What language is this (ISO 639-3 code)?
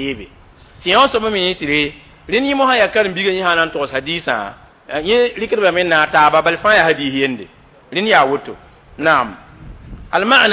mos